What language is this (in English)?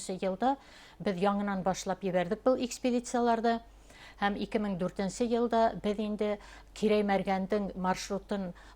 Bashkir